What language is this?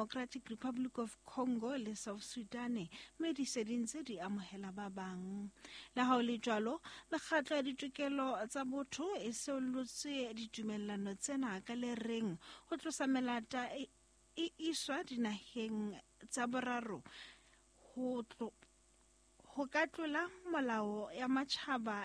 Southern Sotho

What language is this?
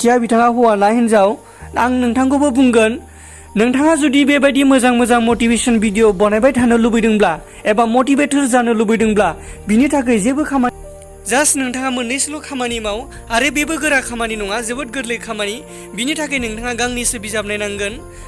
Bodo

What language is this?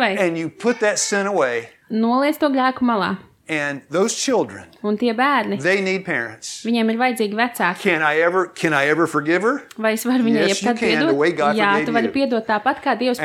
Latvian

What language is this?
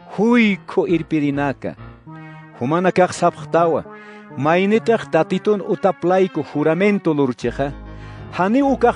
Aymara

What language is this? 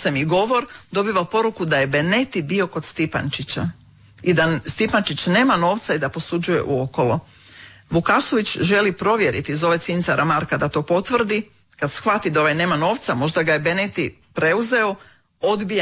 Croatian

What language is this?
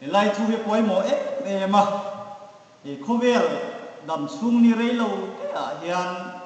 Hmar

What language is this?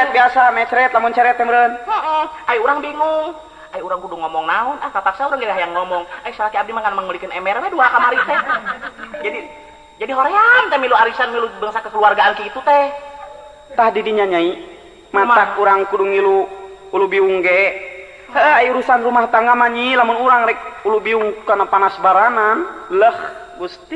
Sundanese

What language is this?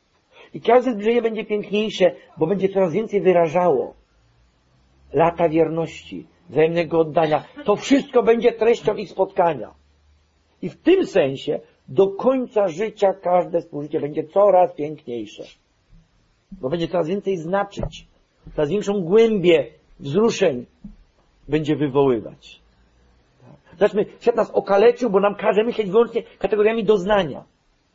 Polish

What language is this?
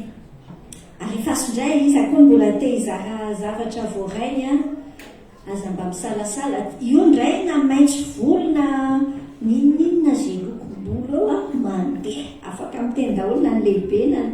Malagasy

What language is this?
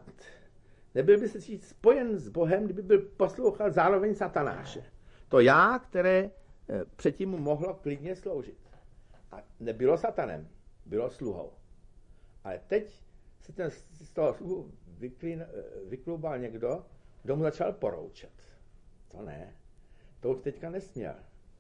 Czech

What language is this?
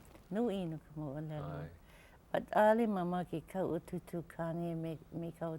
Hawaiian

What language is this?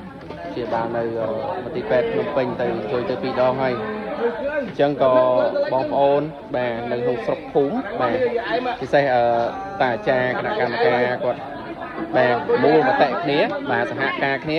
Khmer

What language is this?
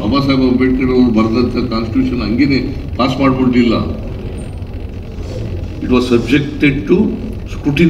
Kannada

